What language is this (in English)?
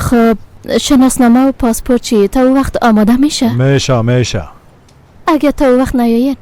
Persian